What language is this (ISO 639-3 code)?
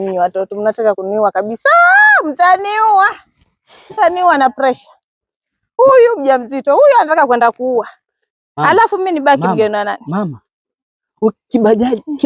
swa